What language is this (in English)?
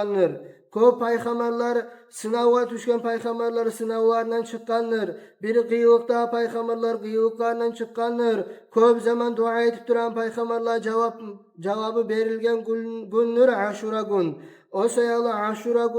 Kumyk